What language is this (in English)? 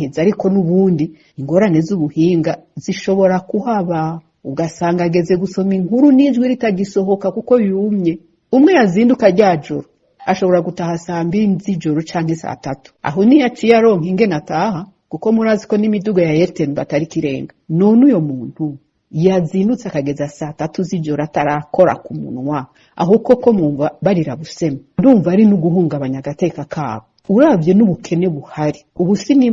Rundi